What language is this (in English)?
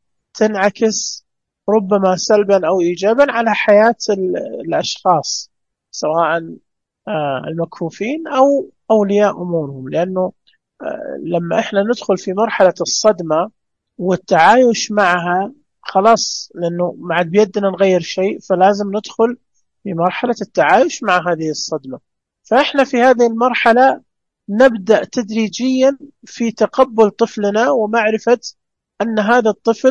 Najdi Arabic